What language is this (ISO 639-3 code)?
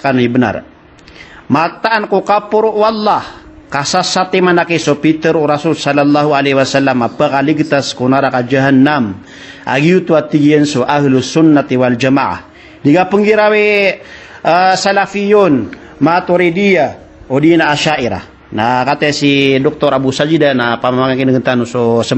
mrw